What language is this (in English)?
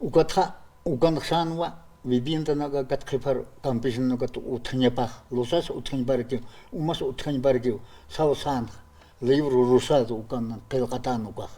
Aymara